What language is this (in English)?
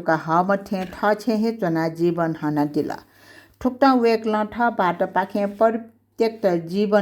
Newari